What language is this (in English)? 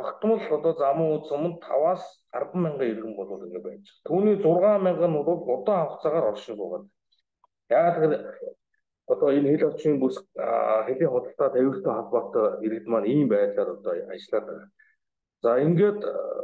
Mongolian